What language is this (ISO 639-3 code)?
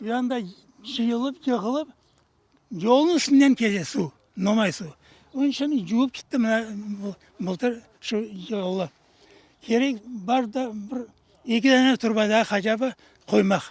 crh